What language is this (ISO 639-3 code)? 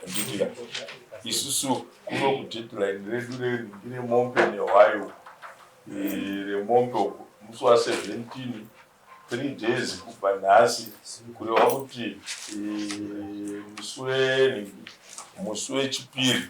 sna